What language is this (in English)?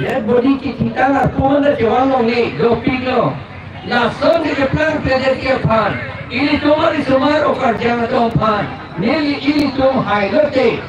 Karbi